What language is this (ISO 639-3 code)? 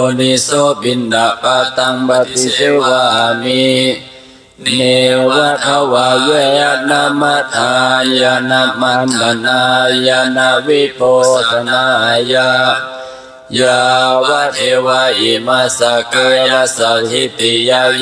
pli